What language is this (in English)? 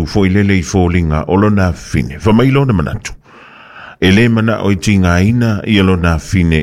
Samoan